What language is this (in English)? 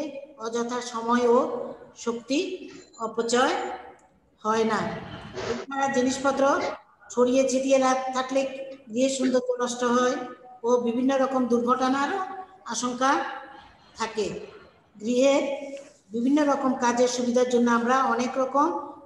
Bangla